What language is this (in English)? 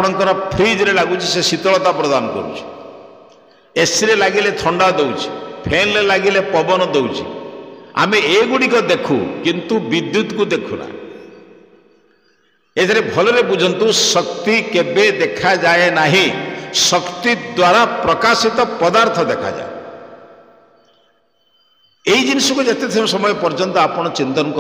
Odia